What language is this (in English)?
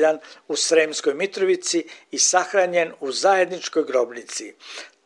Serbian